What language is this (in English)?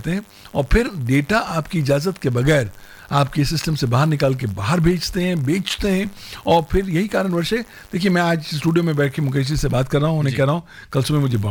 Hindi